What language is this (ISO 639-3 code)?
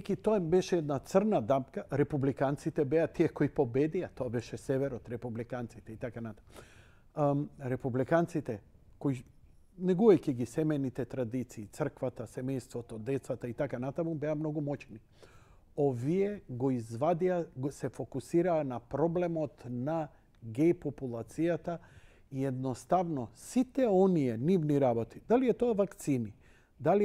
mkd